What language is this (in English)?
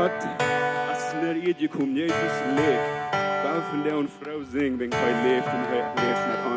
Plautdietsch